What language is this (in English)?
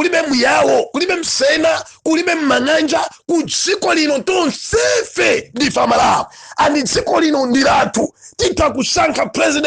Nyanja